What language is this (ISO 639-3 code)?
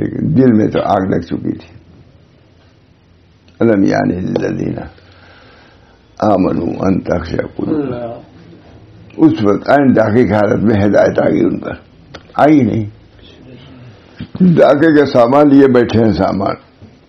urd